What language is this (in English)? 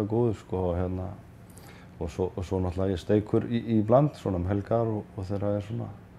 Icelandic